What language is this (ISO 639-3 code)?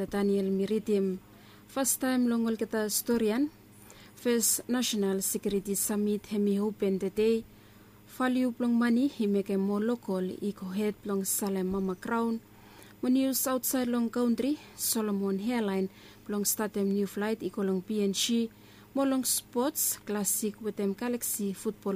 bis